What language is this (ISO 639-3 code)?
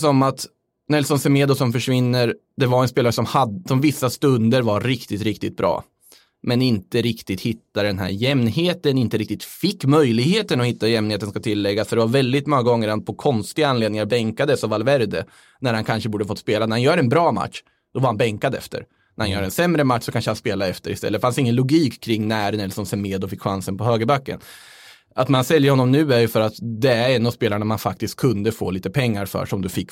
swe